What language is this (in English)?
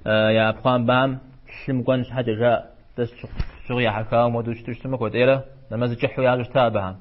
Kabardian